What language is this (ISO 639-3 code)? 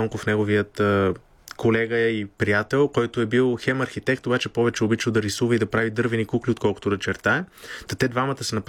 bul